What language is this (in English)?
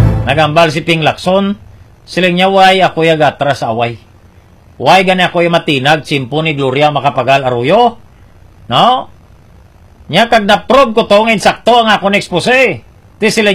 Hiligaynon